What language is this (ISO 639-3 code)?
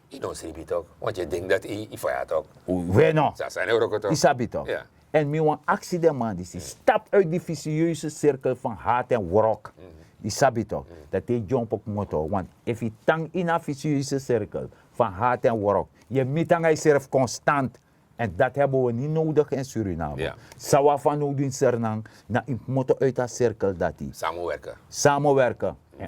srn